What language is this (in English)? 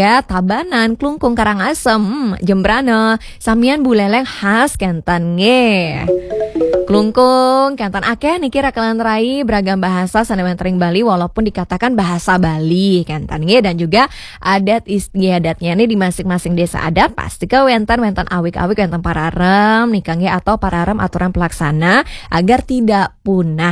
Balinese